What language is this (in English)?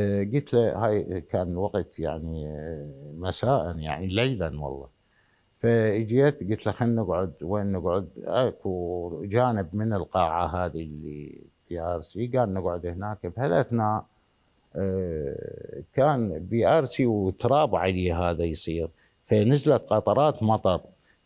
Mesopotamian Arabic